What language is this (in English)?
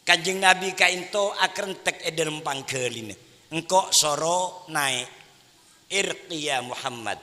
Madurese